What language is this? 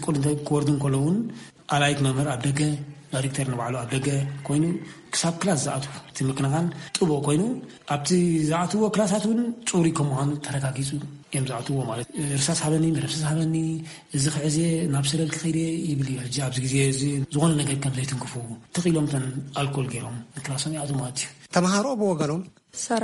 Tigrinya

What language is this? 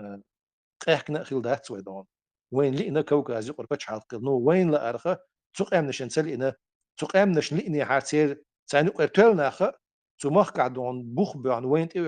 Chechen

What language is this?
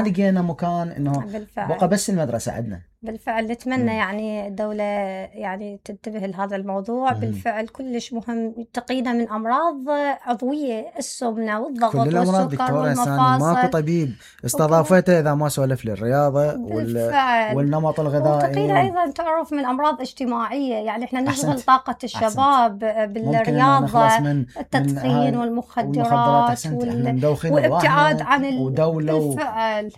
Mesopotamian Arabic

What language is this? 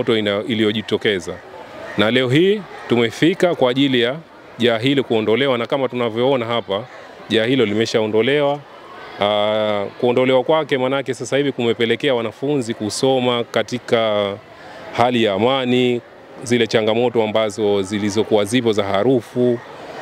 Swahili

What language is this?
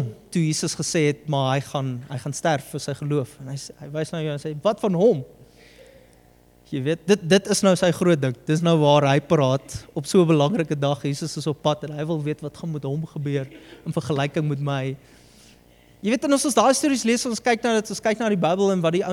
Afrikaans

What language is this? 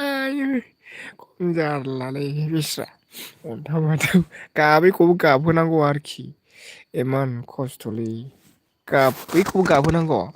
Bodo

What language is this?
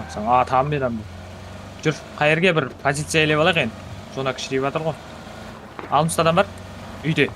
Kara-Kalpak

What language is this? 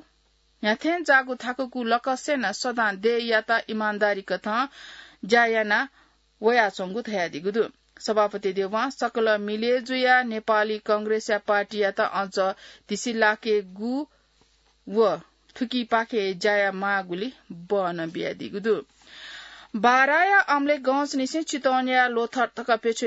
Newari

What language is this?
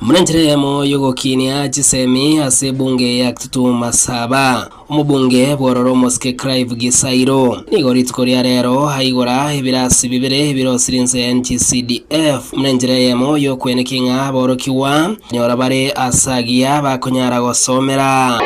Gusii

